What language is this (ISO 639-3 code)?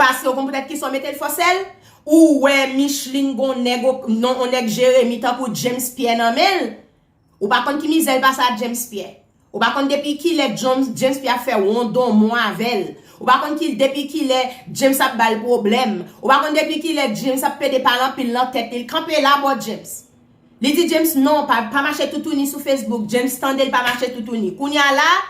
hat